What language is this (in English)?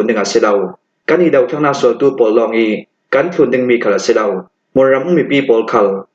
Falam Chin